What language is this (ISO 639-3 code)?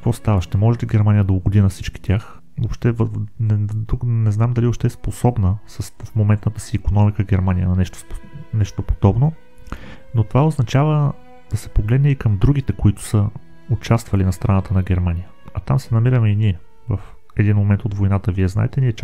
bul